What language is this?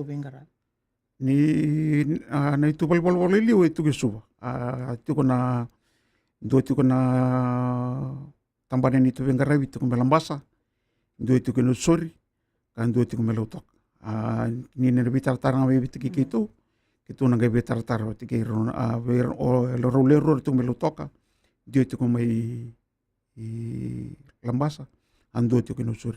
Fijian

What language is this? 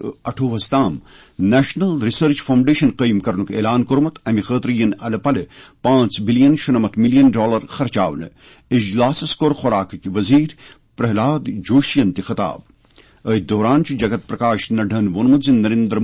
Kashmiri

